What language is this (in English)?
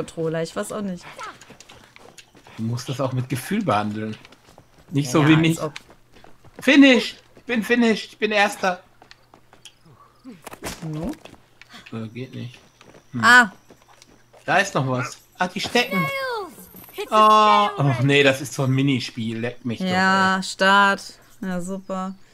German